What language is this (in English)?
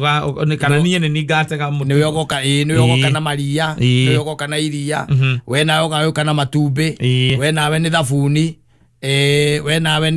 Kikuyu